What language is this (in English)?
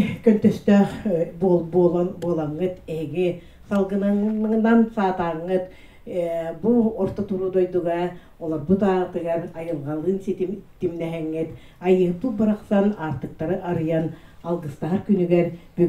Yakut